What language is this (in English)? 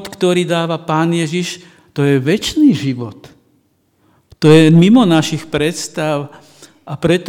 Slovak